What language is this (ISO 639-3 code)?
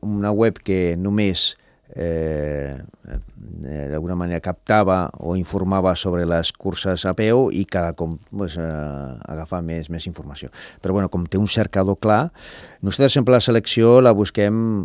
cat